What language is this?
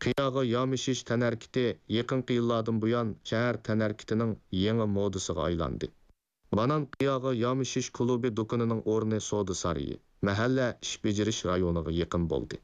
Uyghur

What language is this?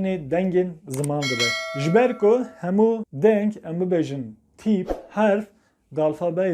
Kurdish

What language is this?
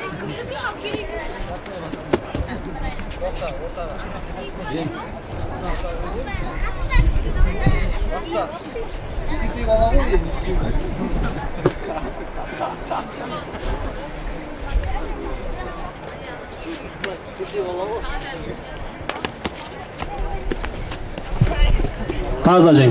Kazakh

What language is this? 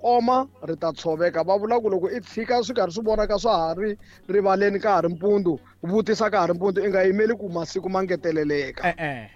Tsonga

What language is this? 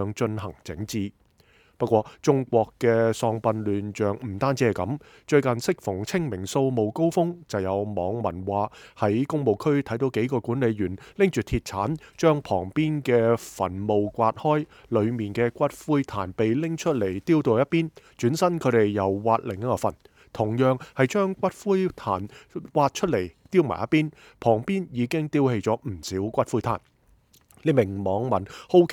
Cantonese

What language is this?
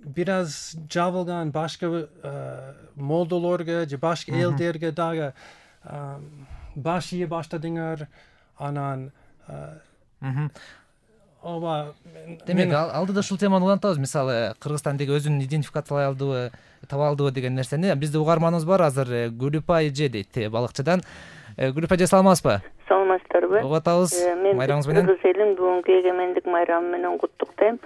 Kyrgyz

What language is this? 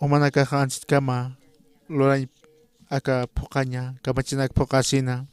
Aymara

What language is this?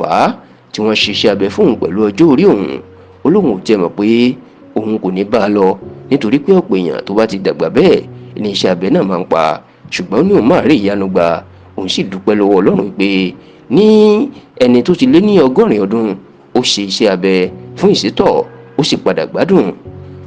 Yoruba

